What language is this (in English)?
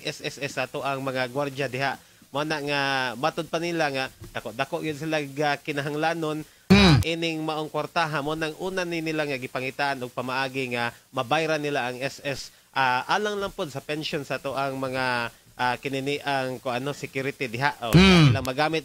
Cebuano